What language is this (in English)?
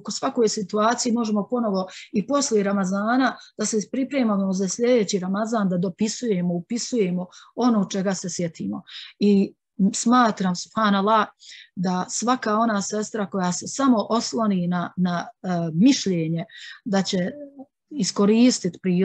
Bosnian